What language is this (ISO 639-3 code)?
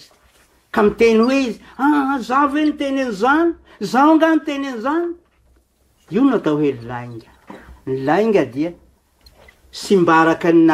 mlg